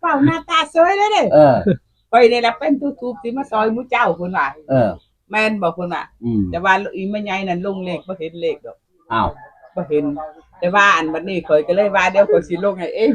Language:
Northeastern Thai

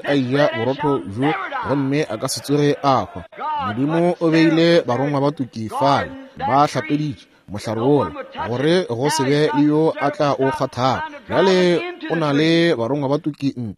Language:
Northern Sotho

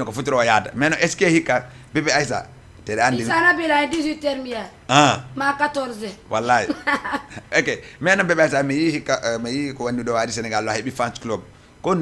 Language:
Fula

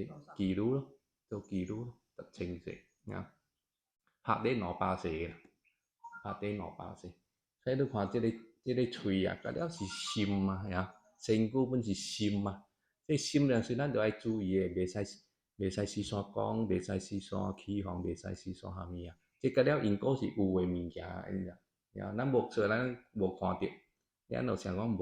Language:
Min Nan Chinese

